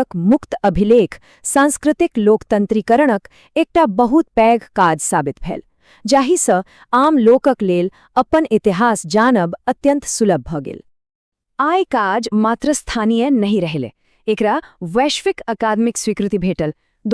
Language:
Maithili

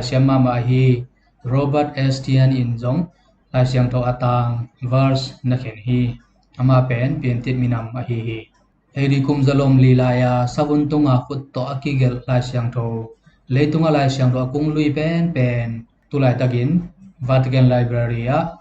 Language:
Tedim Chin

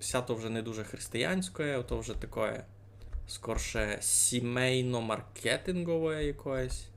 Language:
Rusyn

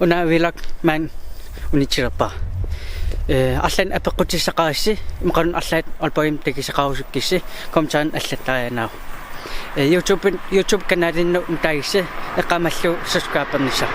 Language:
Kalaallisut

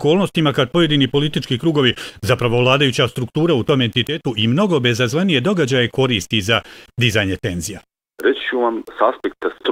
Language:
Bosnian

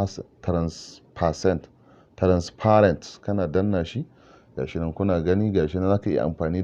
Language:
Hausa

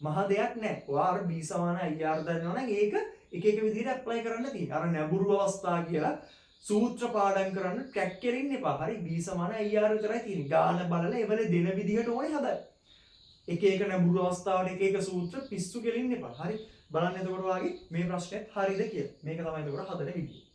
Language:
Sinhala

